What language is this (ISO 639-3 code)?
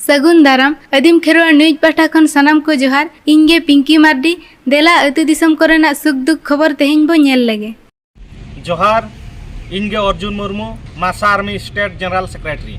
sat